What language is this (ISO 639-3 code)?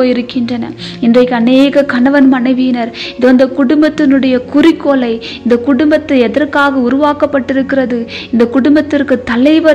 tam